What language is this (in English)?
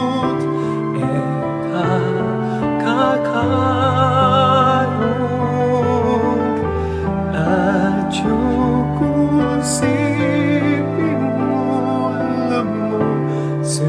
Pampanga